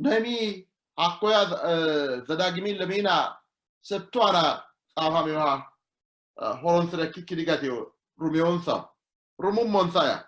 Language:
Sidamo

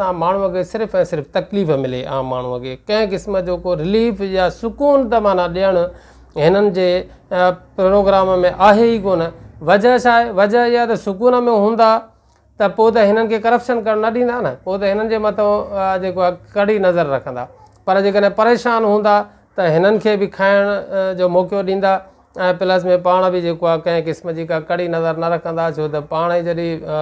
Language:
Sindhi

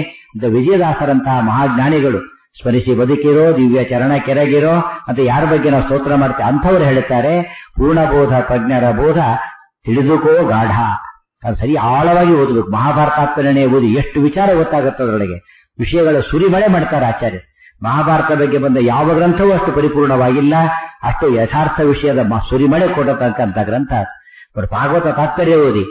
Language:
Kannada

